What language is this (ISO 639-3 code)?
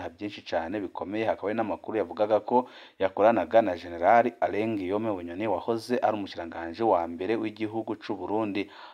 run